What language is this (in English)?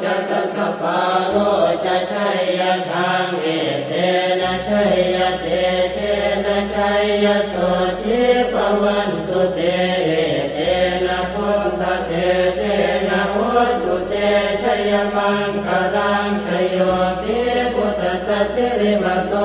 Pali